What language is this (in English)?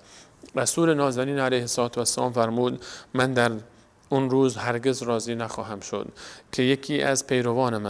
Persian